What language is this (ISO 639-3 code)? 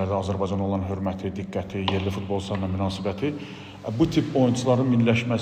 aze